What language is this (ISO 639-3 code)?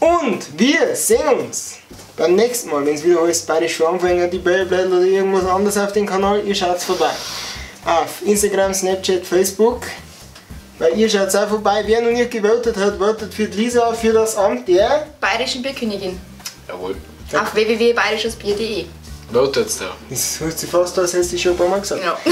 bar